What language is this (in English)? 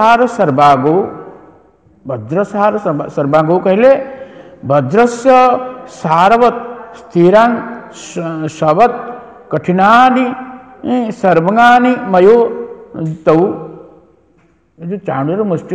Odia